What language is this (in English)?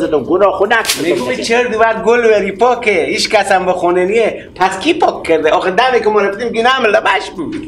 Persian